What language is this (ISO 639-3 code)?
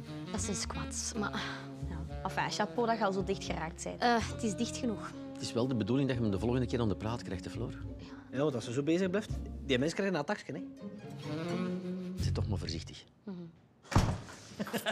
nld